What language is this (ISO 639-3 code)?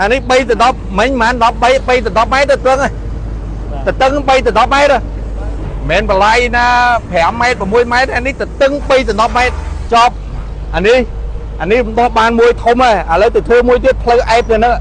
khm